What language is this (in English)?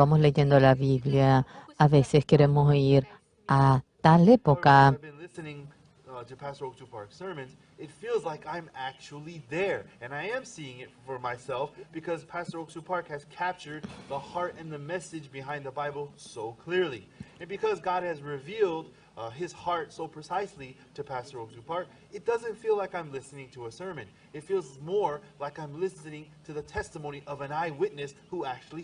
Aymara